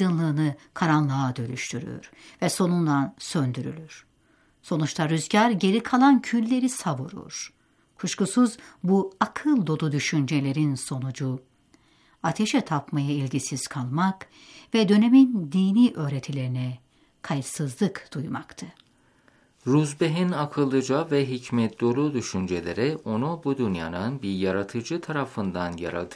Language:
Turkish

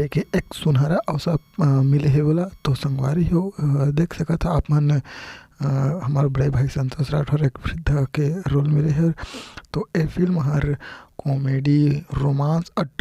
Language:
Chhattisgarhi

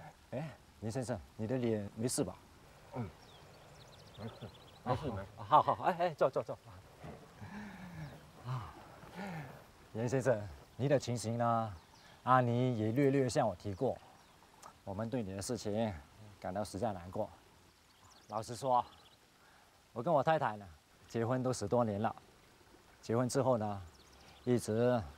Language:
Chinese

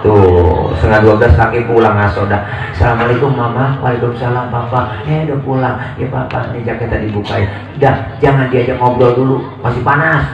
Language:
Betawi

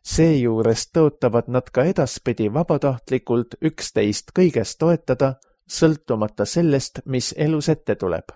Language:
Estonian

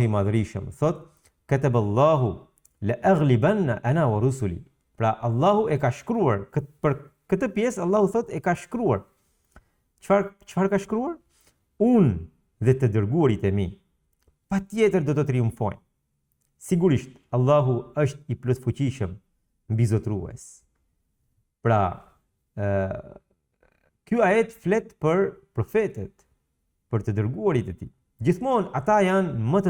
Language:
Albanian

